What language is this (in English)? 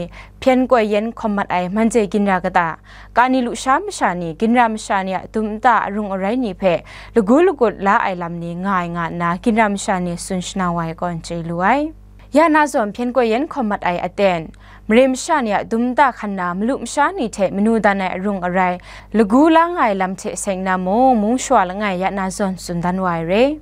Kachin